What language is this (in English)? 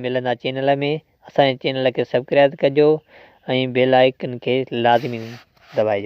Sindhi